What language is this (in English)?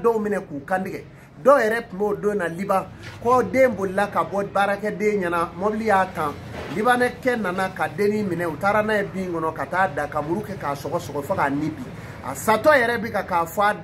Bambara